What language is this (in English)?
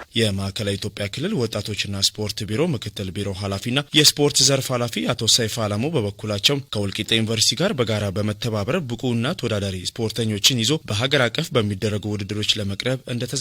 Amharic